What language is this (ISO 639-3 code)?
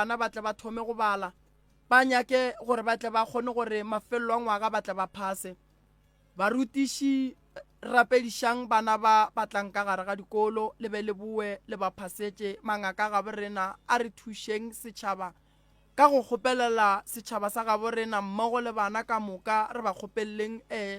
nso